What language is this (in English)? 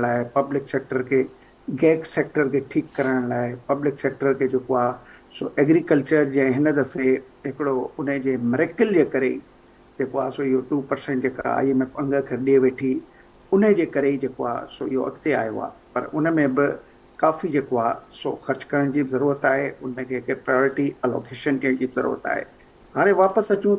Sindhi